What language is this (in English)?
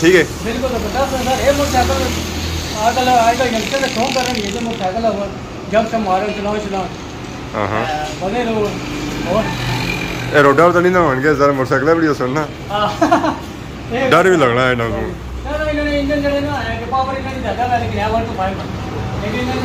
Pahari-Potwari